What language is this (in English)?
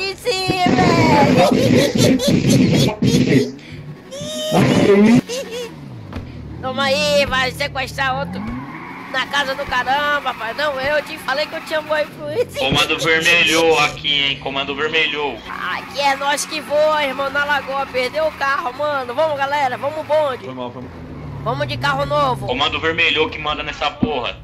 Portuguese